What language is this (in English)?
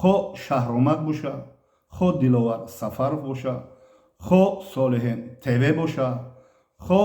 Tajik